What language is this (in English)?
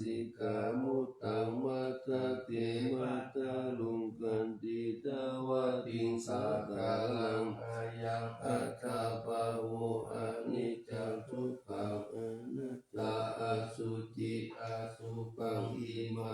Pali